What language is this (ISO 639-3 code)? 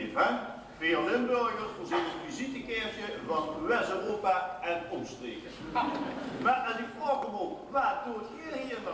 lim